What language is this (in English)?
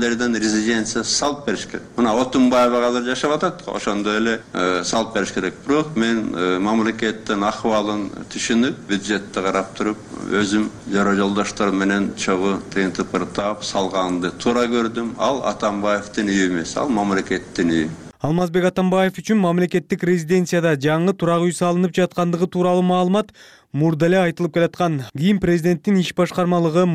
Kyrgyz